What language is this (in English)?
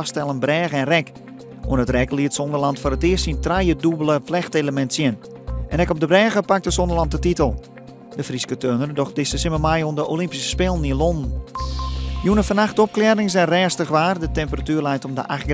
Western Frisian